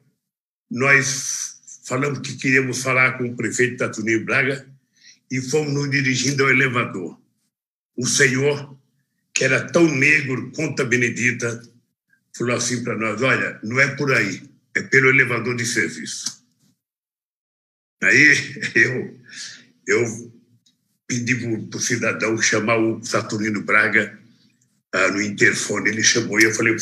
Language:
Portuguese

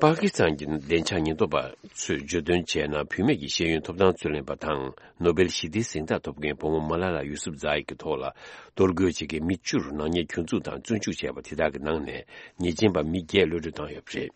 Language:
Tibetan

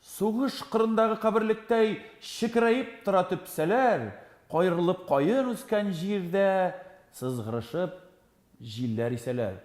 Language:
Tatar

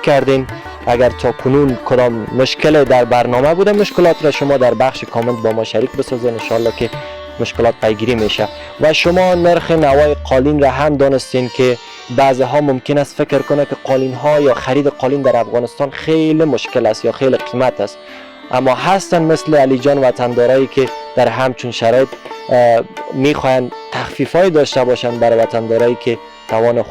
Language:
Persian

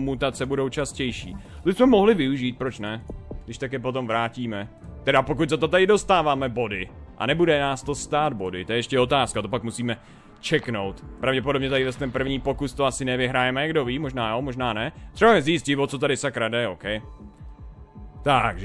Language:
Czech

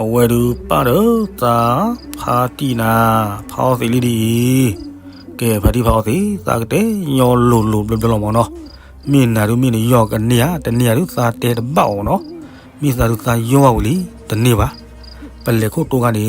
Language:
S'gaw Karen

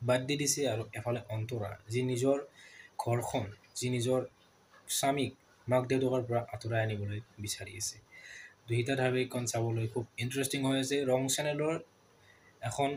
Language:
Assamese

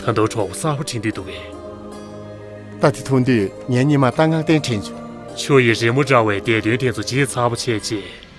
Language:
Tibetan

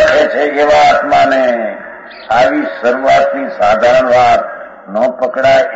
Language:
Gujarati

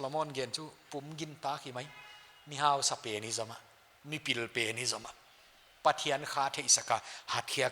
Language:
Paite Chin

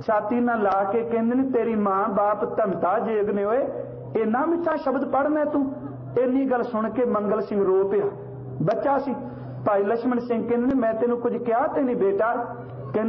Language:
Punjabi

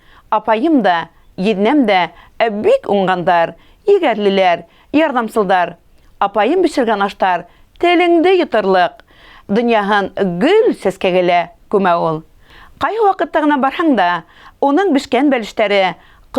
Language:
Bashkir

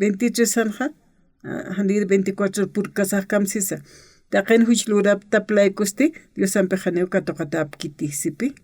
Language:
Aymara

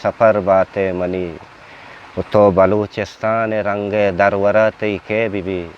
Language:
Eastern Balochi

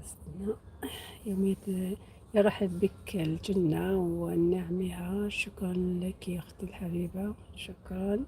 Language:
Algerian Arabic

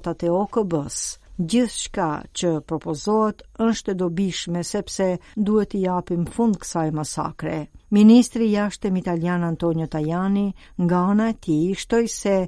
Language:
Albanian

